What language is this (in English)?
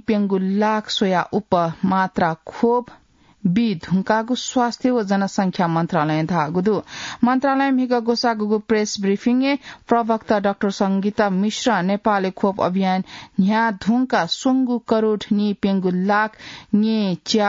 Newari